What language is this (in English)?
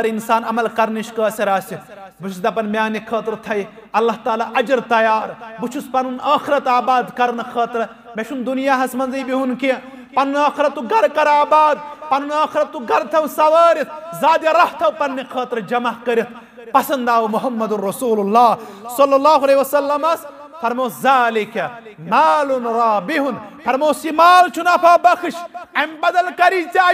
Kashmiri